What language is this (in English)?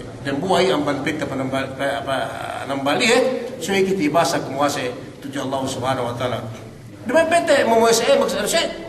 Yakan